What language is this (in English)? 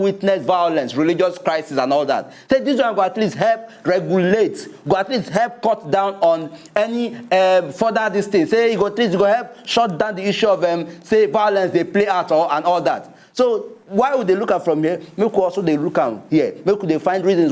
Nigerian Pidgin